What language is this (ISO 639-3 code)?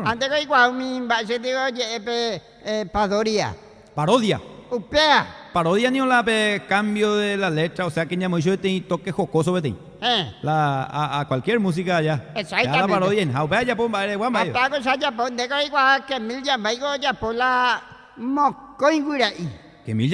grn